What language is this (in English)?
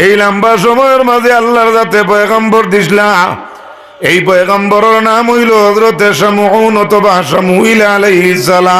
Sylheti